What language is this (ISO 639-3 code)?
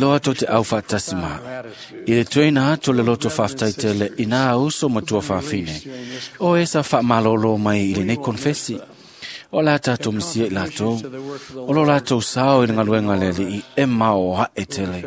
smo